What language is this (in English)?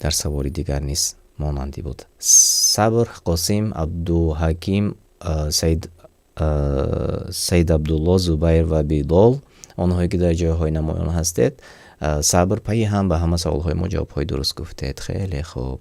Tajik